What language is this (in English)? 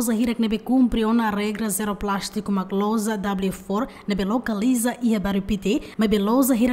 Tetum